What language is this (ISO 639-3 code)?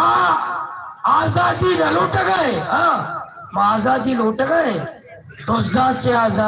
bal